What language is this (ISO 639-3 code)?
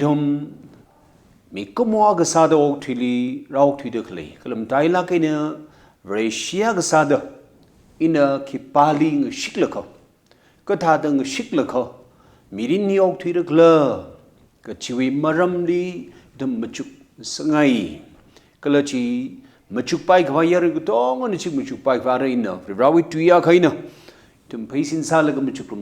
nmf